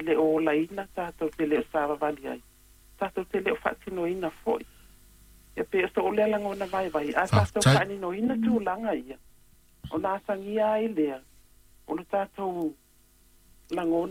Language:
Samoan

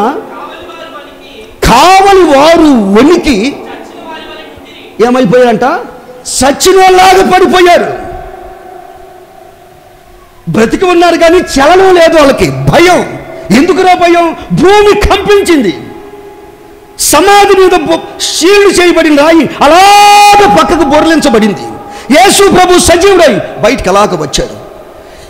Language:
Telugu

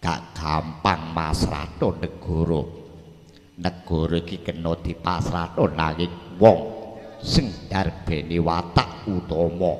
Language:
Javanese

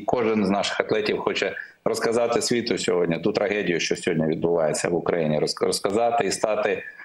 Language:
Ukrainian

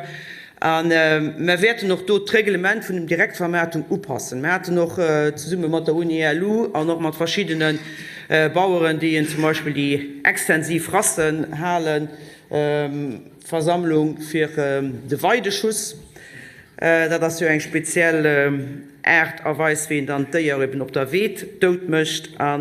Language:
Luxembourgish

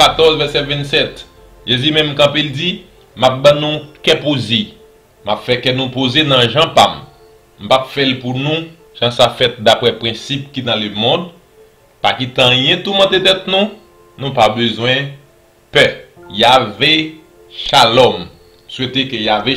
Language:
Haitian Creole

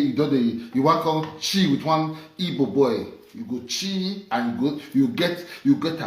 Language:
Nigerian Pidgin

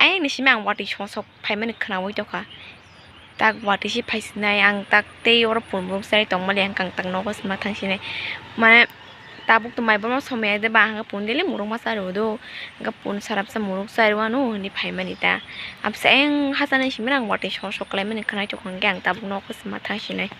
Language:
Kok Borok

